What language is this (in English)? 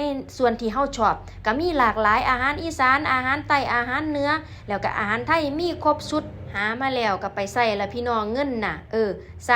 Northeastern Thai